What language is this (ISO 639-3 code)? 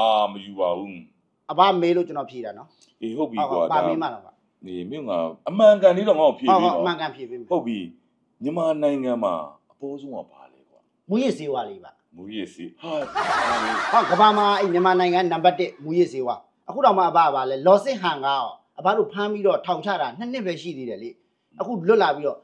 mya